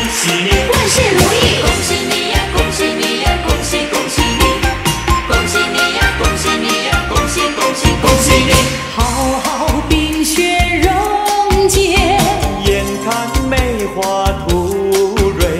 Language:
Chinese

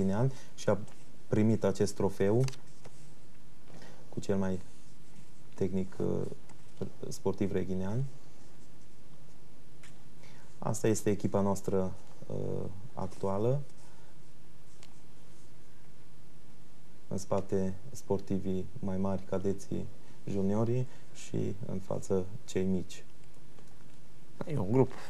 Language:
Romanian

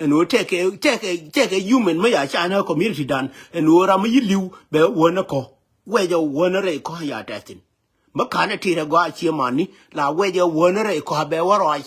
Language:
Nuer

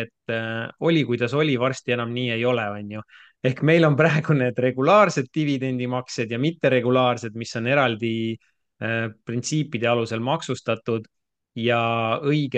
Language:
Estonian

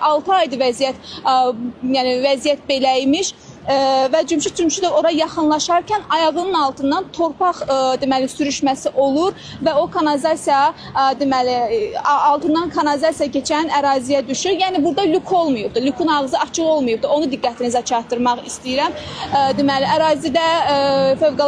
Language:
Azerbaijani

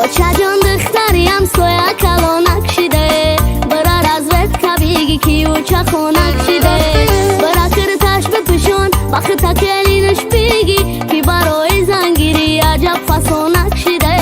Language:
Tajik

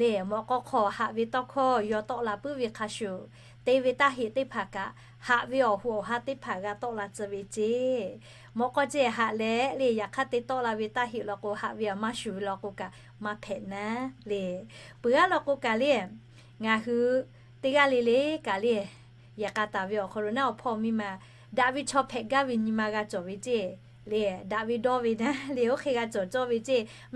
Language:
Lahu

